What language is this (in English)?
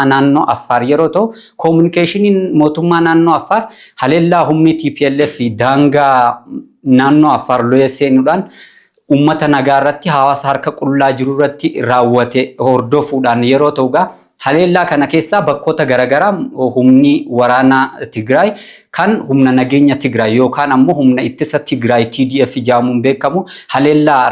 Oromo